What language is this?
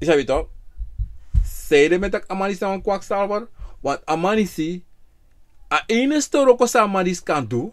Sranan Tongo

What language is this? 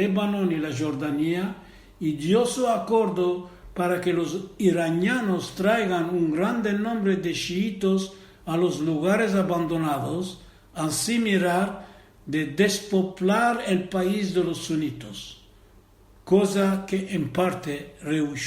Ladino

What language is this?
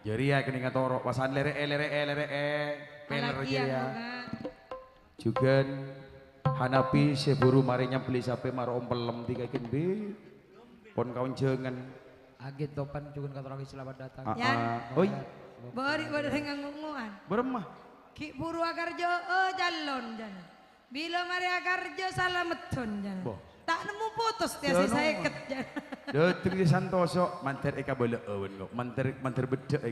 Madurese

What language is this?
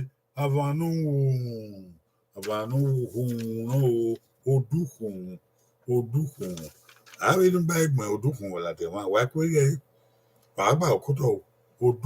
Bini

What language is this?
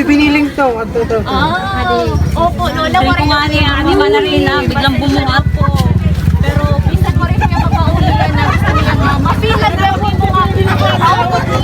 Waray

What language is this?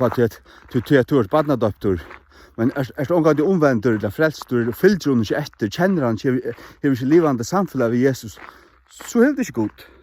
Faroese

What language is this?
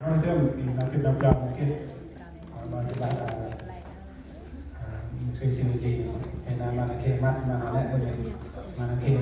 Central Mnong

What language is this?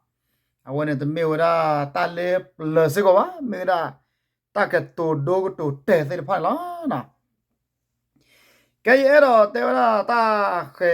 S'gaw Karen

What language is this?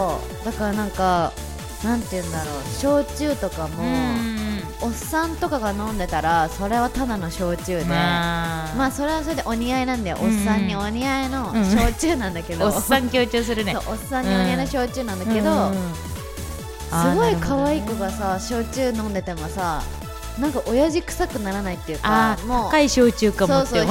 Japanese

